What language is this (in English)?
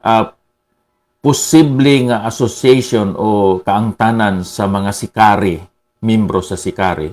Hiligaynon